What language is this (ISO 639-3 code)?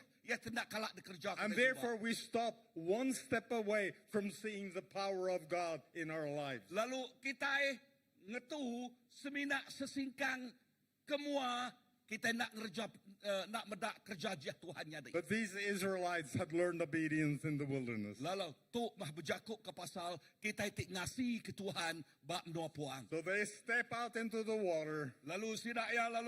iba